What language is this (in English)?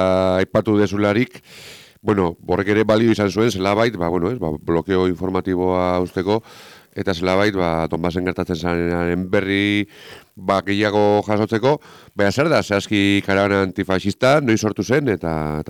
Basque